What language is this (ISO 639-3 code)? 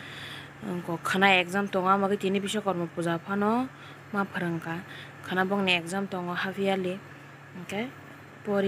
trp